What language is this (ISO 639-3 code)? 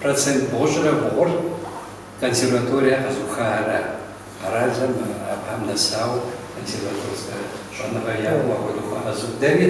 kbd